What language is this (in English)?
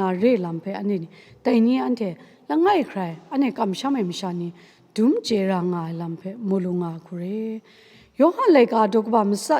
Kachin